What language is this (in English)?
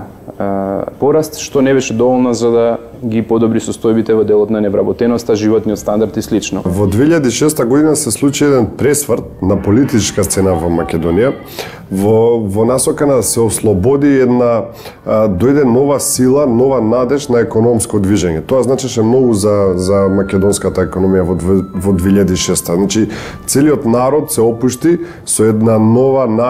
Macedonian